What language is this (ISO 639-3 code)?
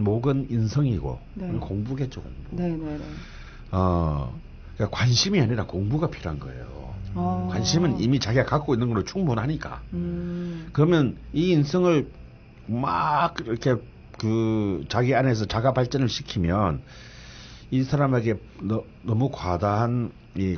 kor